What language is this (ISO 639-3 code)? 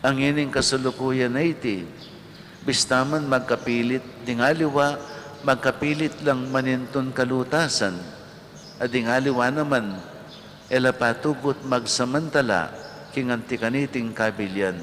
pam